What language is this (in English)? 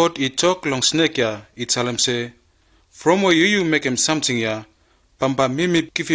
Bislama